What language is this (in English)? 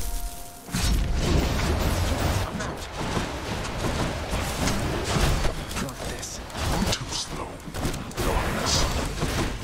Spanish